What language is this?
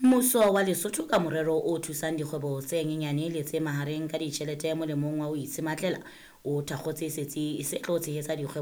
Southern Sotho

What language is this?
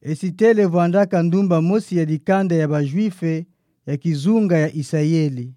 Kituba (Democratic Republic of Congo)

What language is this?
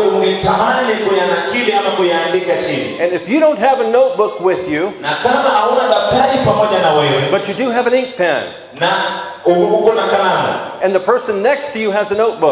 Swahili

